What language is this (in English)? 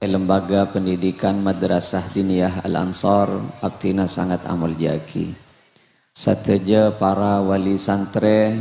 Madurese